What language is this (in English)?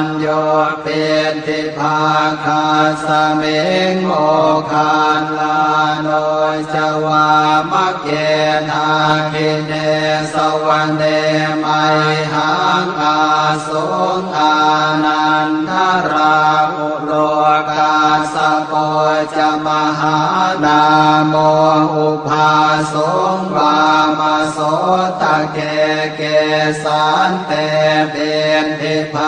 Pali